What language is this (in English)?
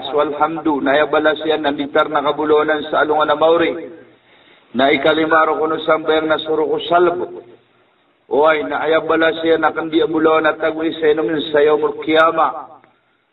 Maranao